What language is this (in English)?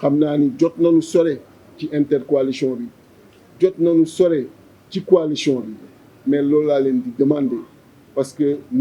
Wolof